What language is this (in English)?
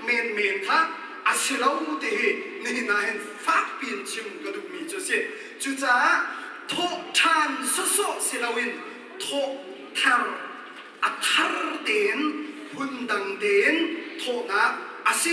Hakha Chin